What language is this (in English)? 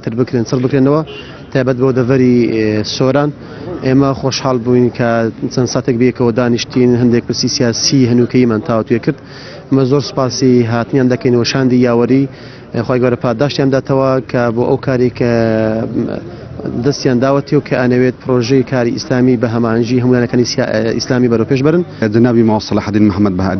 Central Kurdish